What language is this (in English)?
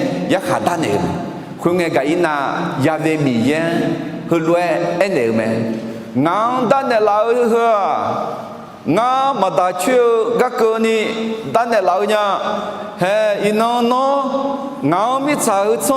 Akha